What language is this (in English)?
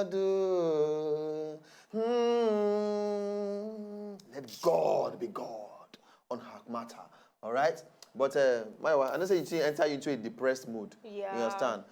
Nigerian Pidgin